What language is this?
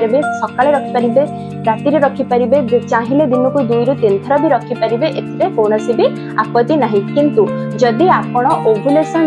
Odia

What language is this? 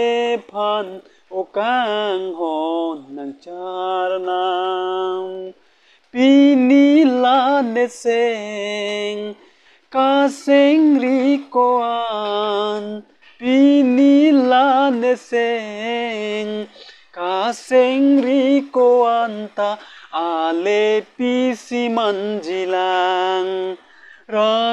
Karbi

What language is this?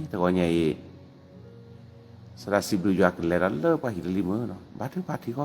S'gaw Karen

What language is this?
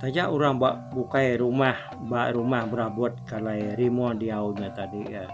Iban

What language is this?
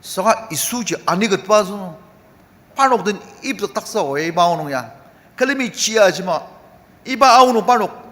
Ao Naga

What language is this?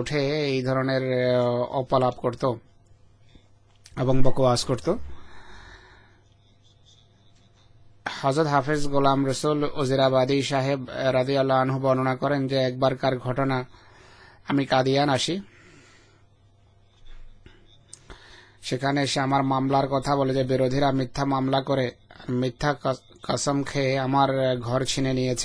Bangla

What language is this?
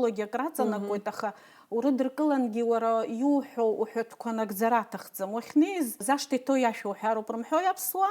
Abkhazian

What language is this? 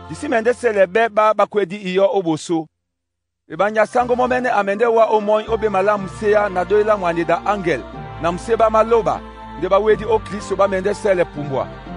Duala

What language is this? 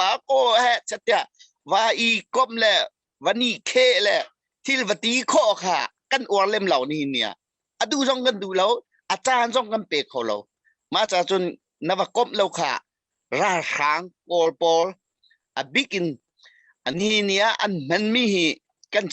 Hakha Chin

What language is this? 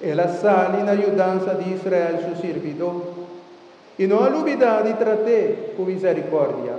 Papiamento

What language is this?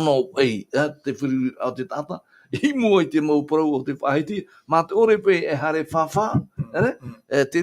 Tahitian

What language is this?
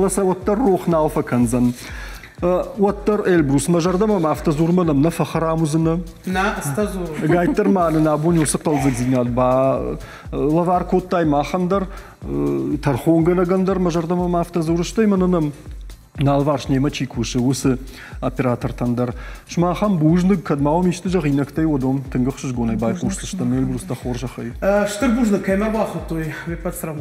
Ossetic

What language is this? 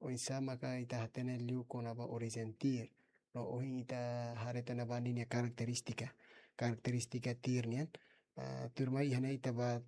Tetum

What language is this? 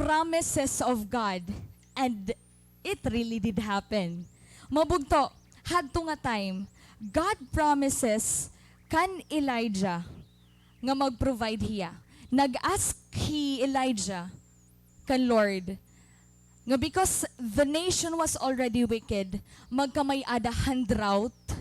Waray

